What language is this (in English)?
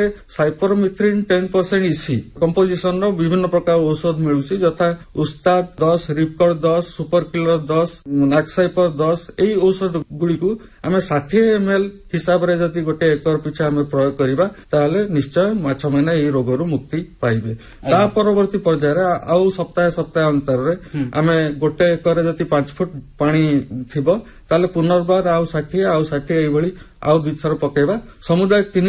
Odia